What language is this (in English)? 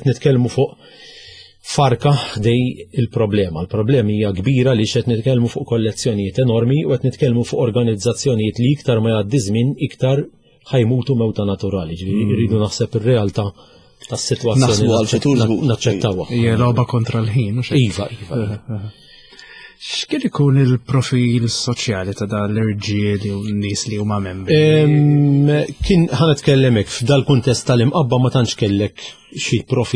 Maltese